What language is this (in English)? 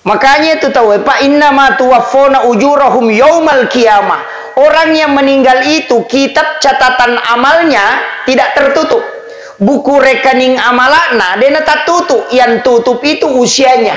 Buginese